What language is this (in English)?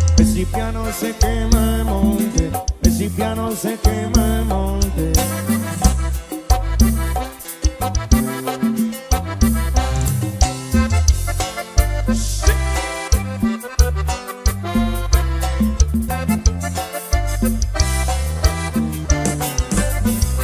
Spanish